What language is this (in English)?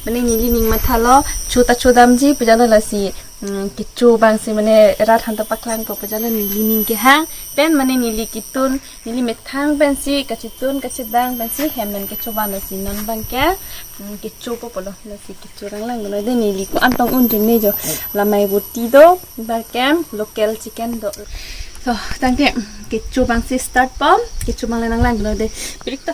Karbi